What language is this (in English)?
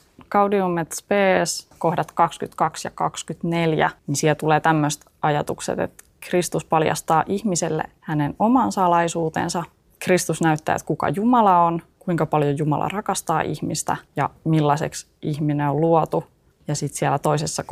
Finnish